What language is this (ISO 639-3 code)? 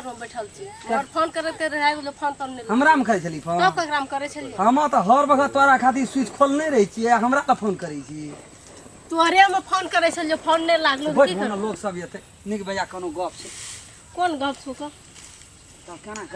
mai